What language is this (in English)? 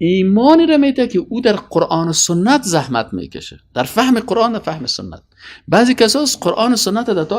Persian